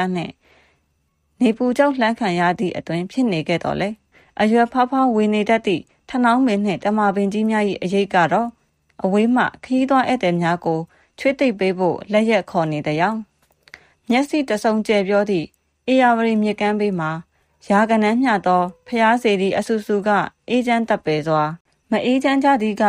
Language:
Burmese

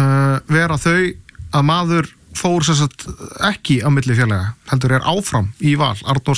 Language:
Icelandic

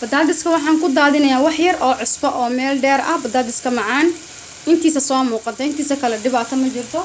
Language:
Somali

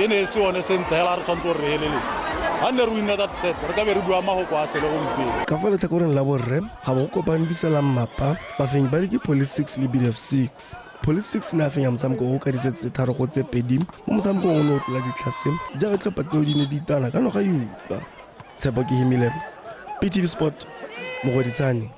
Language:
Tswana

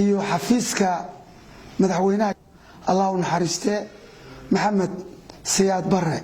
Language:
Somali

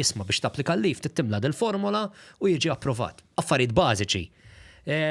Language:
Maltese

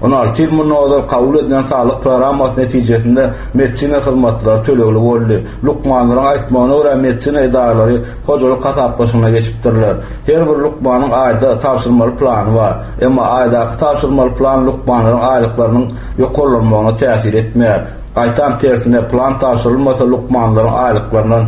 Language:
Turkmen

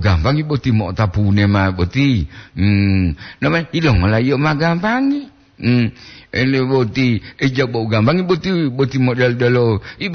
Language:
Gorontalo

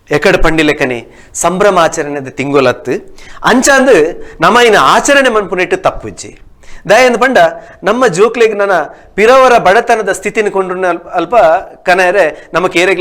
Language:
Tulu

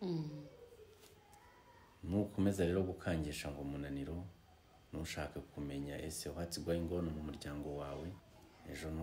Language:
Kinyarwanda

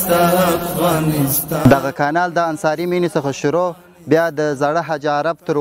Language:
Pashto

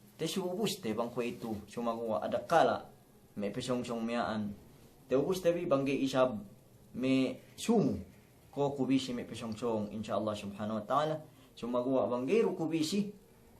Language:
Yakan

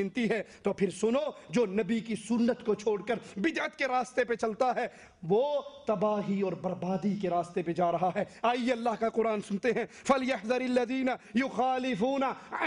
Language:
Urdu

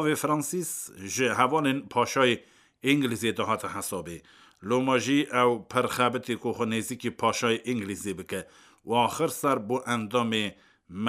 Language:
Kurdish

